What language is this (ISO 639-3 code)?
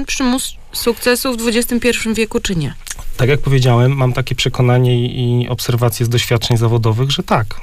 pol